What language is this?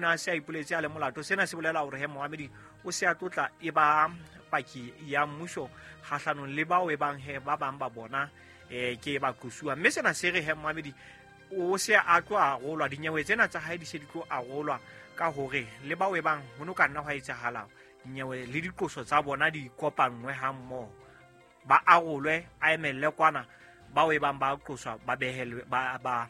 Southern Sotho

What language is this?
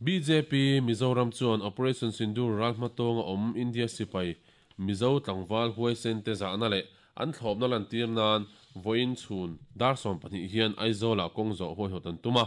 Mizo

